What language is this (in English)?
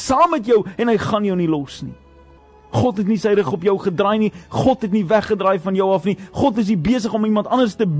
Afrikaans